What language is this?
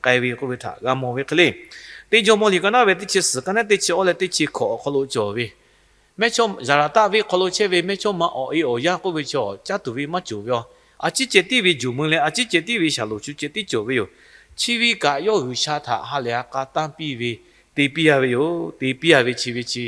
Lahu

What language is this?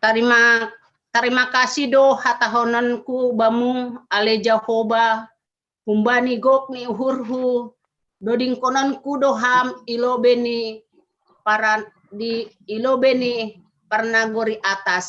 Batak Simalungun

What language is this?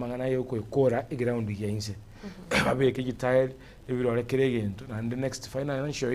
Gusii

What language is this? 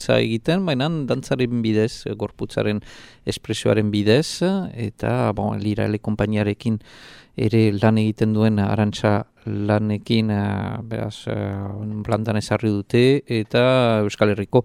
Basque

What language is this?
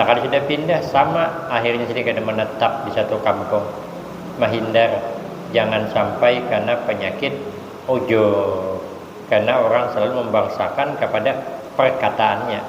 Banjar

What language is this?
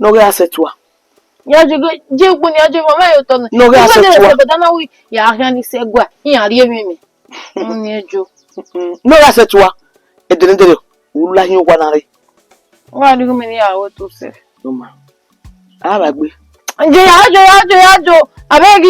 Bini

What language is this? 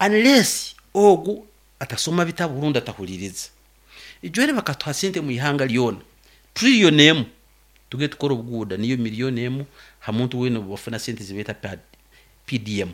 Nyankole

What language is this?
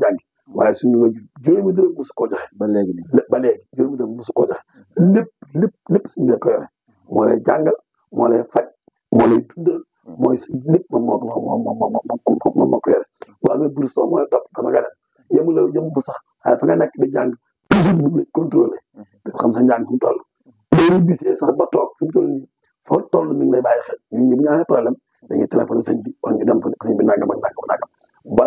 Wolof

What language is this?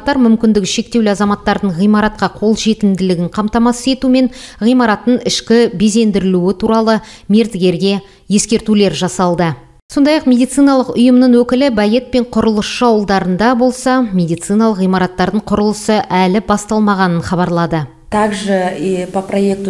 Kazakh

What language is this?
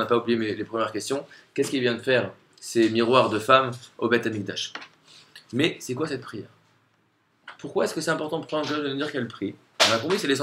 French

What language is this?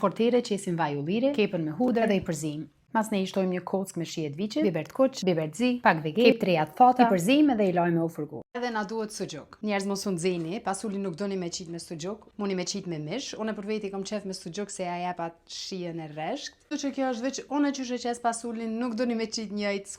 Albanian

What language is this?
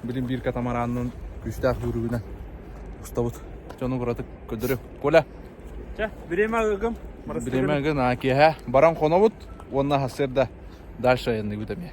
Yakut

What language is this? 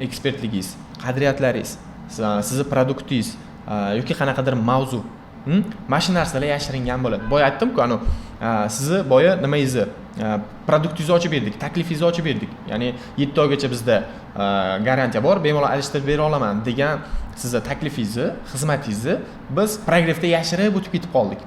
Uzbek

